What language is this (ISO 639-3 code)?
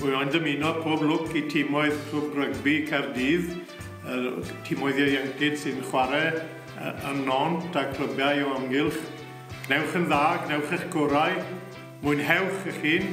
cym